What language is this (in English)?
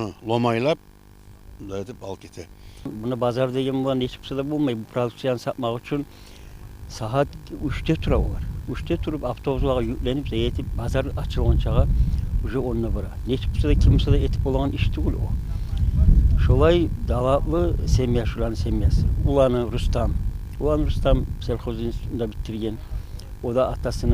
Kumyk